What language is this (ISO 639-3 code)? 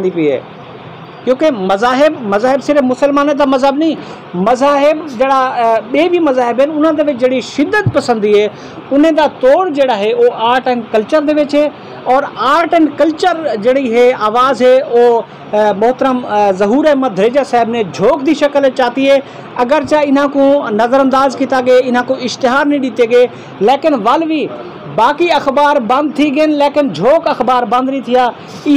skr